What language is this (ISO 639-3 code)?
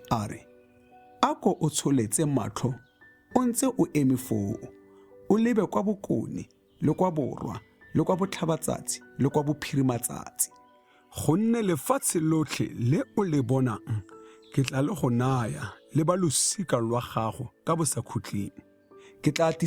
tsn